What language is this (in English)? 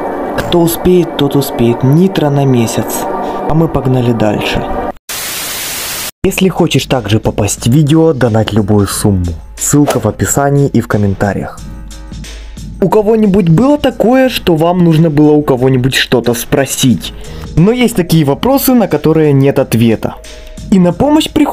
Russian